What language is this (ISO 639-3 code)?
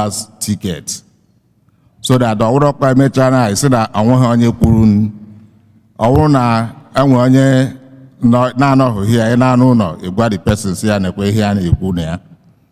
ibo